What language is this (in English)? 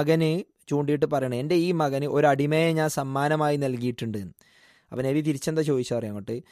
Malayalam